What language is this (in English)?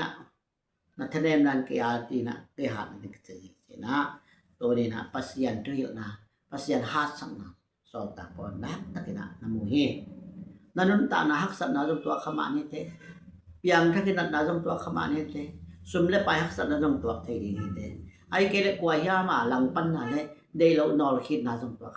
Tedim Chin